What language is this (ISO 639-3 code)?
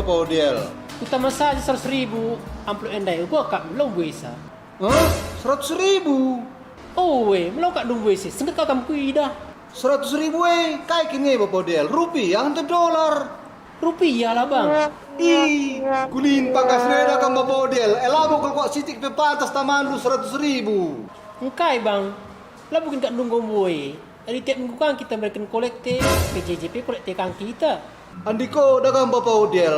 btx